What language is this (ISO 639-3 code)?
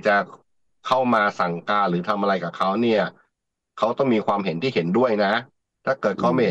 tha